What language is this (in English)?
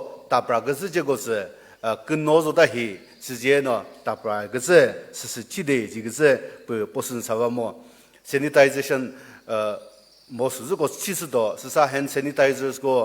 Chokri Naga